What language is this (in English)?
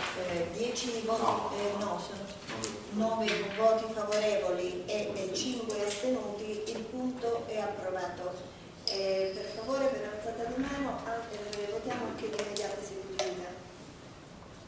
Italian